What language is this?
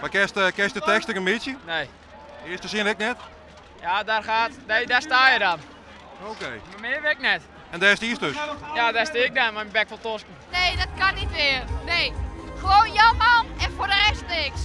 Western Frisian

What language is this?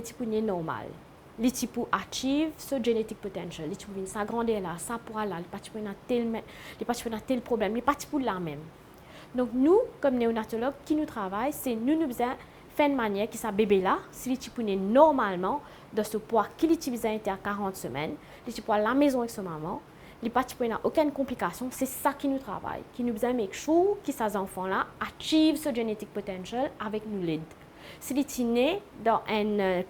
Morisyen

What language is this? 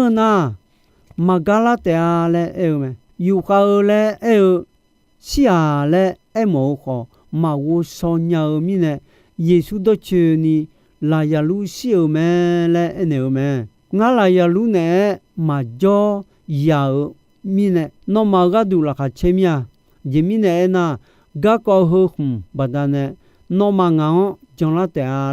Akha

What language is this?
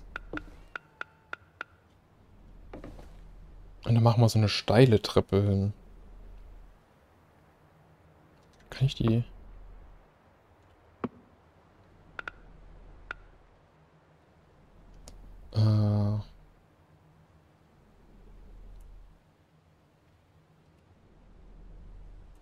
German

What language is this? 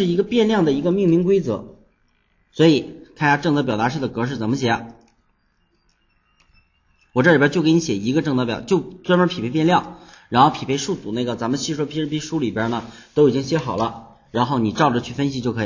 Chinese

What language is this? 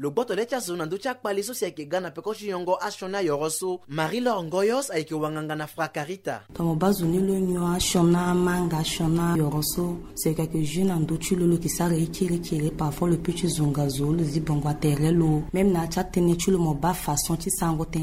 Sango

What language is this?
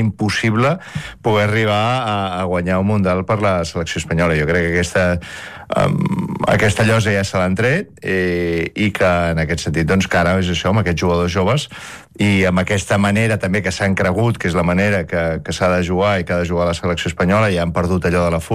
Catalan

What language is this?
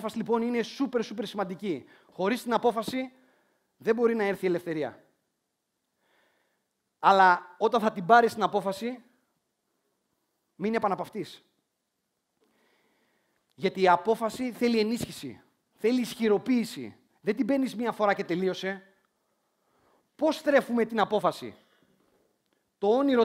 Greek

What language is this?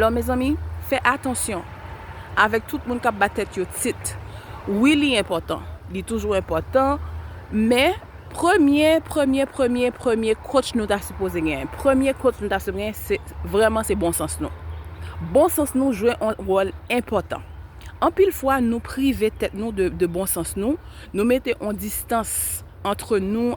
Haitian Creole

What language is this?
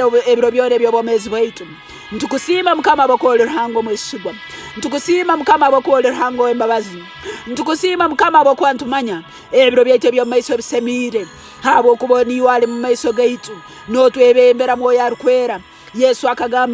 Tooro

